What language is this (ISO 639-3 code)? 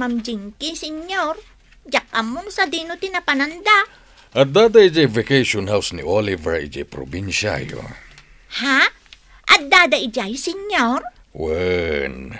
ilo